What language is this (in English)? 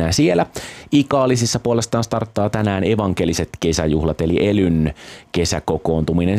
Finnish